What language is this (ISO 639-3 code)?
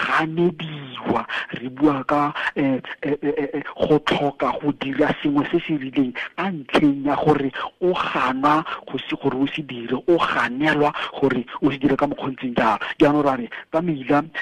tsn